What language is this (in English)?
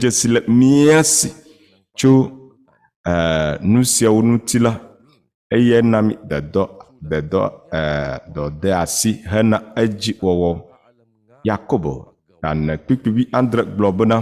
Ewe